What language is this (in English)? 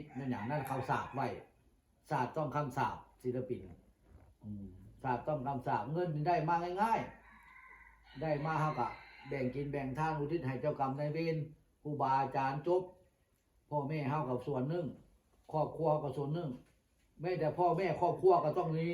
Northeastern Thai